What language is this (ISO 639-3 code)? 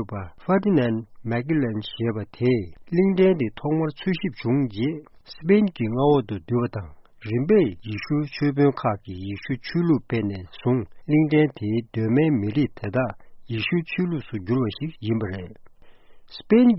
bod